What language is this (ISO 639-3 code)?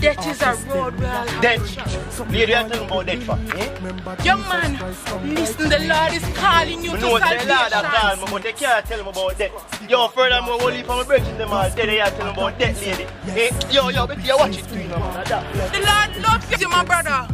jam